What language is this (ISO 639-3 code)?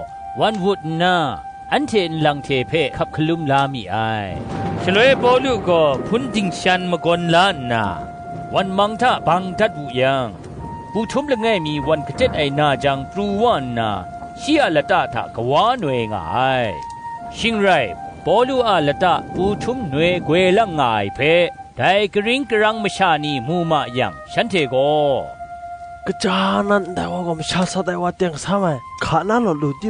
kac